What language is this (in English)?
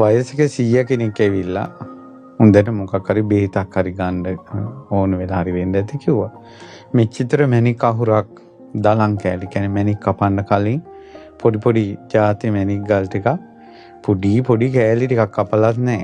Sinhala